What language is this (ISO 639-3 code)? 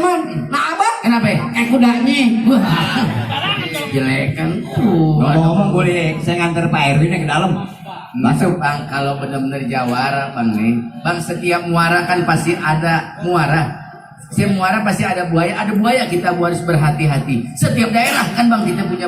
bew